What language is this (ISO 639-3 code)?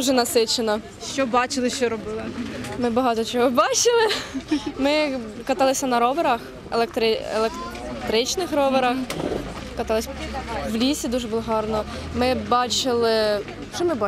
ukr